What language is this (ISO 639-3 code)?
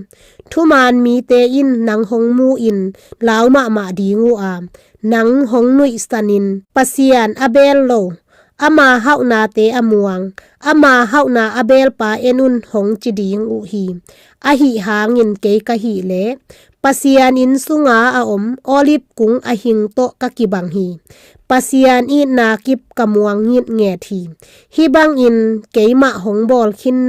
ctd